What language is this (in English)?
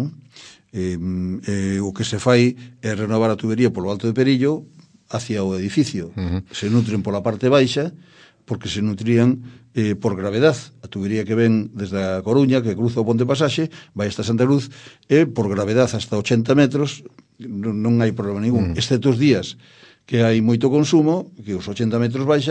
Galician